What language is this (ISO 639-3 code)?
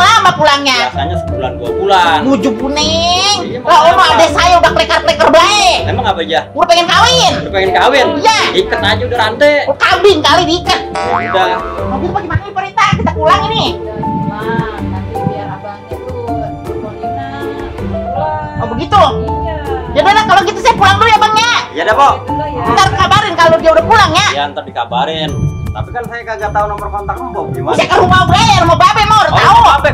bew